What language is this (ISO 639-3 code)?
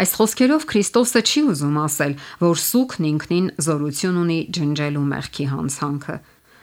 hye